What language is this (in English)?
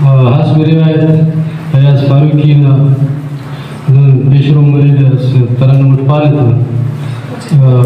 Brahui